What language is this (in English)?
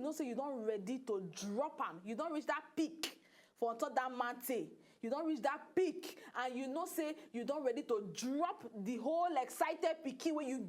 Nigerian Pidgin